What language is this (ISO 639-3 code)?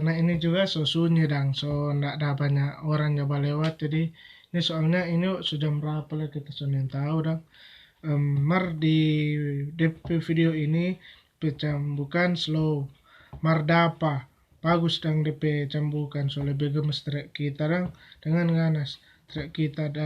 xmm